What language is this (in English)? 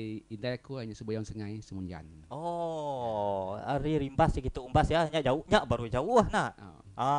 Iban